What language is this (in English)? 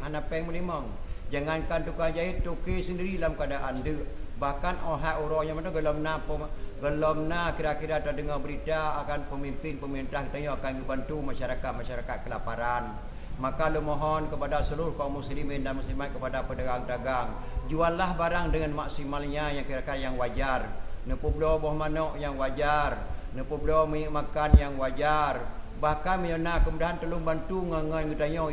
Achinese